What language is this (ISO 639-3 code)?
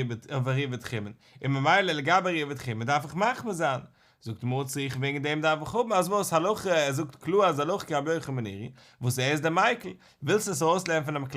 yid